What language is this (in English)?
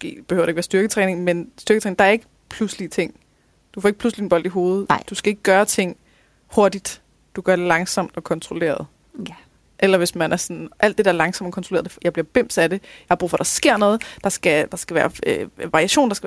Danish